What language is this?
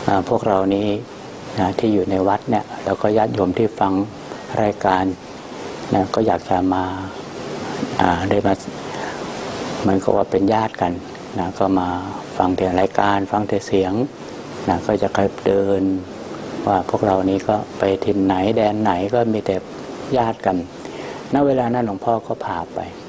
Thai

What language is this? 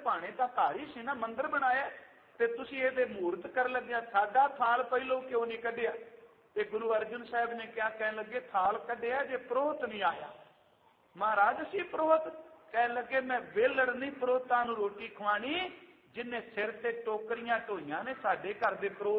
Punjabi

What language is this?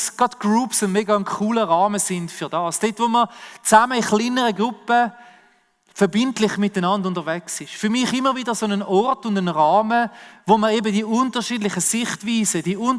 Swiss German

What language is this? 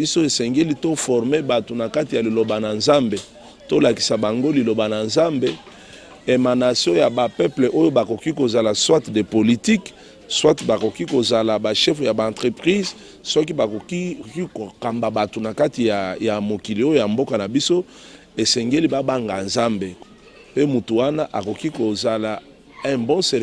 Lingala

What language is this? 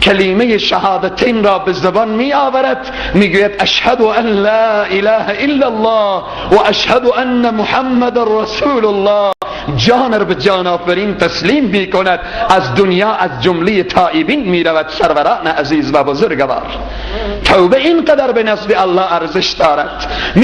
Persian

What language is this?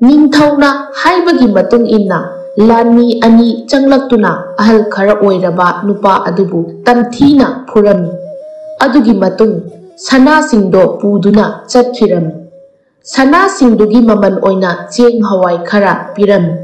Manipuri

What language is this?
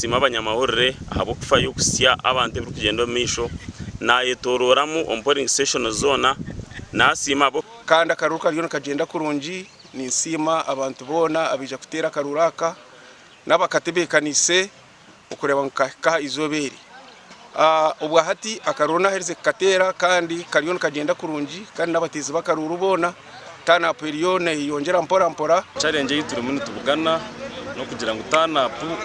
Nyankole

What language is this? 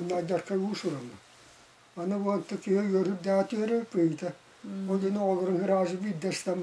Yakut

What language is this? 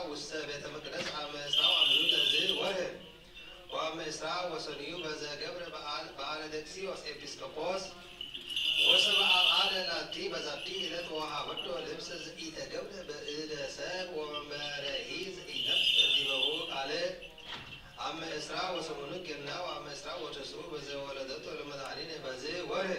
Geez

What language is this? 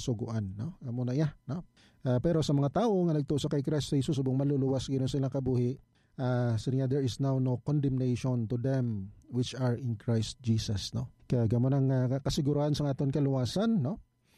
Hiligaynon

